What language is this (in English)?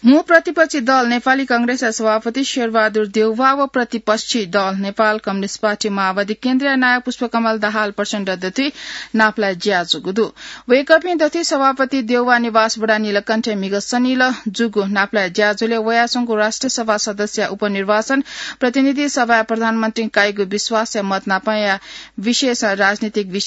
Newari